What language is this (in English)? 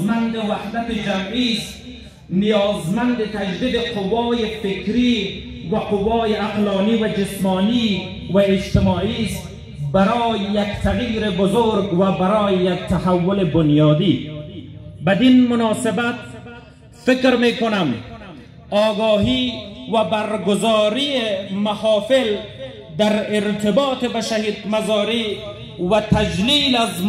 Persian